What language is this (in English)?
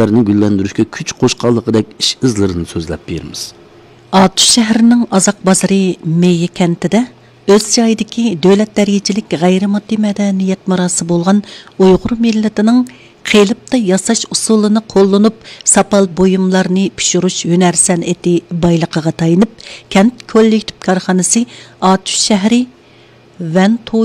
Uyghur